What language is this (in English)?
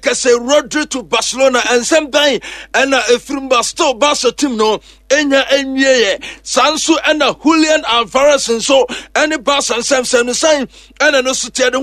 Akan